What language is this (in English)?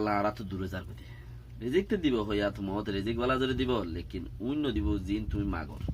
Rohingya